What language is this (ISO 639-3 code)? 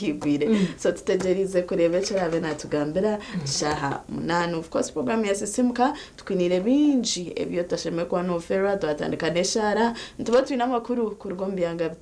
nyn